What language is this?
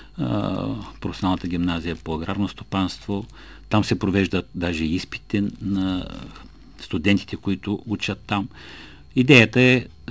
Bulgarian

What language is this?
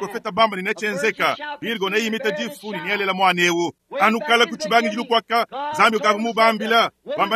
Luba-Lulua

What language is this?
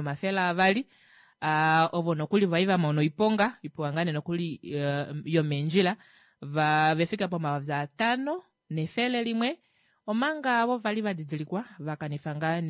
Kuanyama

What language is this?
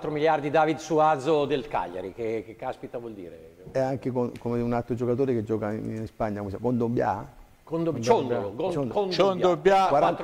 Italian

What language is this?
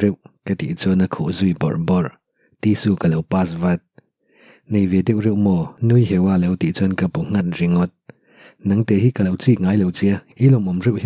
Mizo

